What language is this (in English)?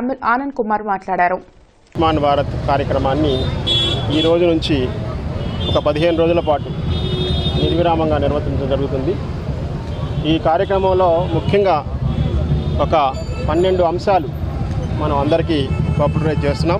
Telugu